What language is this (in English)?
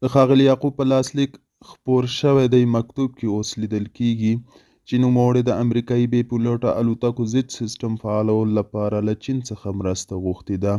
Pashto